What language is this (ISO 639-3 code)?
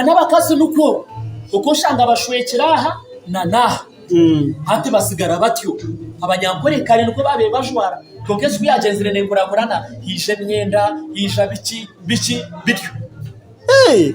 nyn